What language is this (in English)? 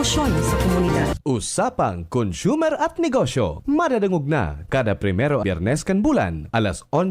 Bikol